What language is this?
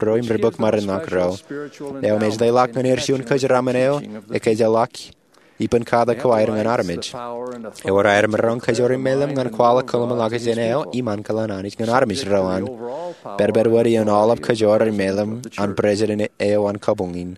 Marshallese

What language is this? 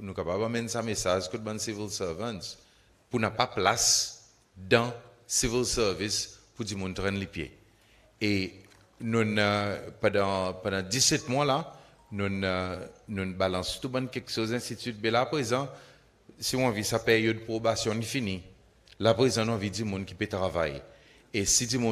Seselwa Creole French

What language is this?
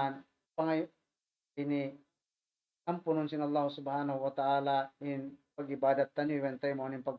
Tausug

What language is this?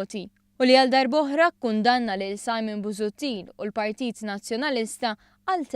Maltese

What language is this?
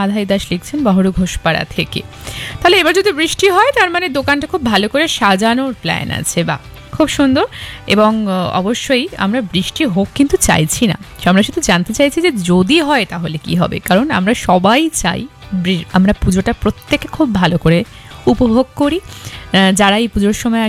Bangla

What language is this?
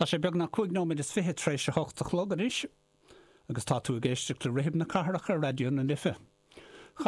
Irish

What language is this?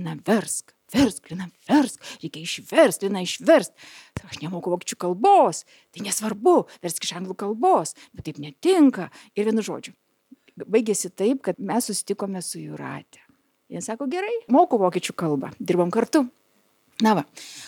Lithuanian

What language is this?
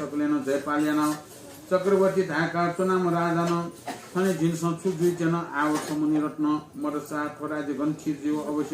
Newari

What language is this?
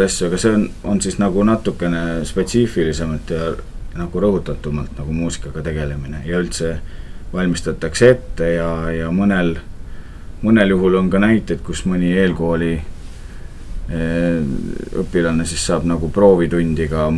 Estonian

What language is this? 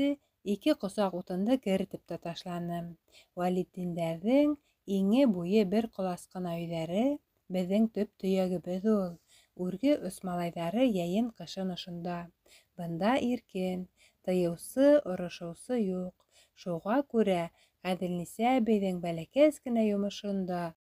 Bashkir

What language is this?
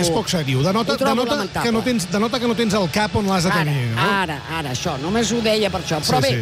Catalan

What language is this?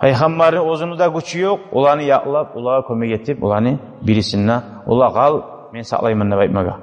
Kumyk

